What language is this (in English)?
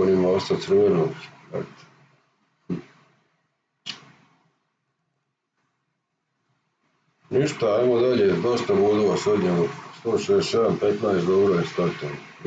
Croatian